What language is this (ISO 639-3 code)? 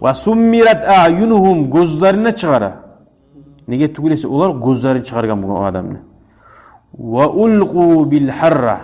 kum